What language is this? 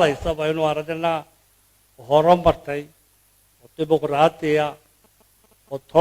Somali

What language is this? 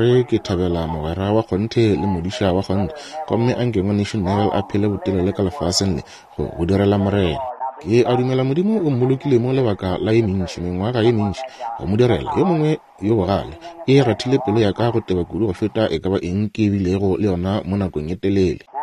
Northern Sotho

